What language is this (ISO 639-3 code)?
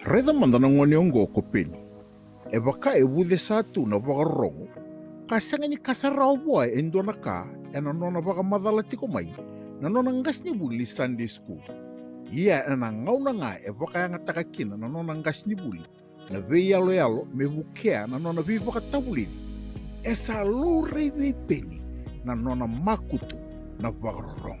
fij